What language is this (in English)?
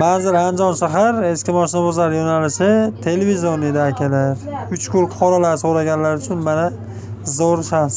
Uzbek